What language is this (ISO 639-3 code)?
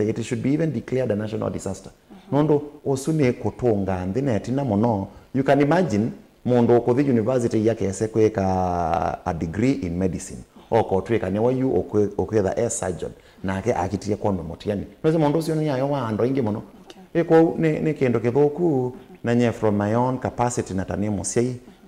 kam